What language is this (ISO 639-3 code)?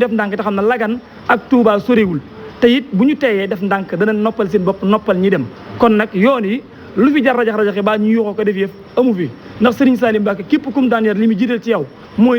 wol